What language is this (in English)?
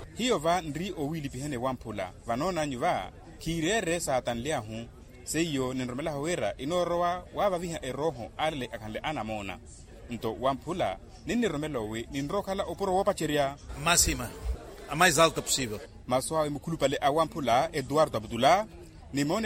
Makhuwa